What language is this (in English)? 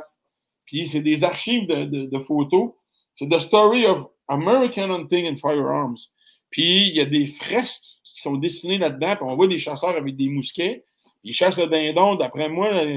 French